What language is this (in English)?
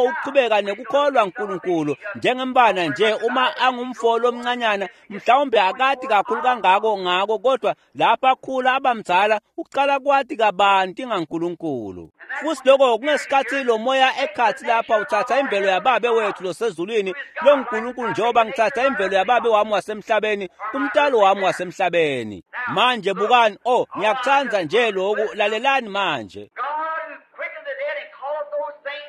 Swati